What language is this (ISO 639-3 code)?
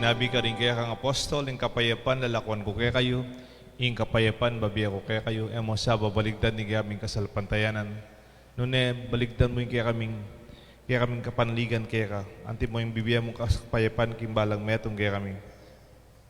pam